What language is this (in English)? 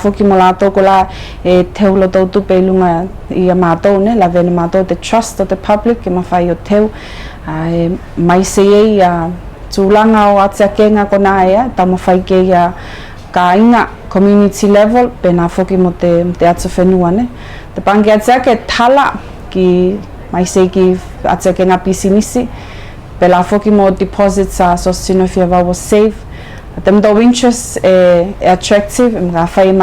Tuvalu